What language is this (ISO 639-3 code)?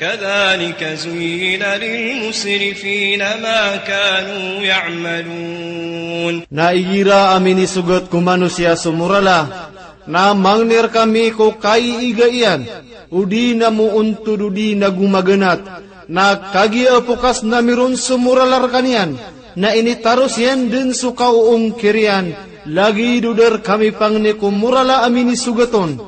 mrw